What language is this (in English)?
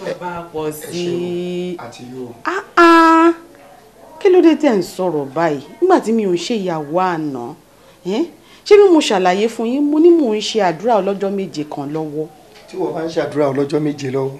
Yoruba